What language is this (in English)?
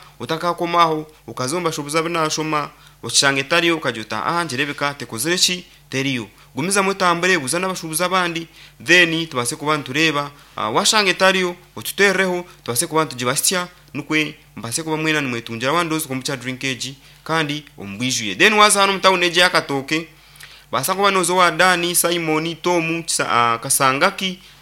Nyankole